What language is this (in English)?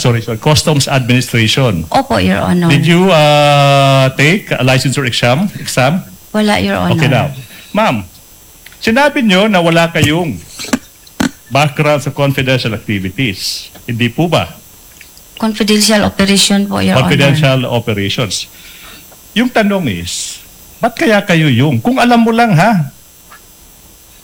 Filipino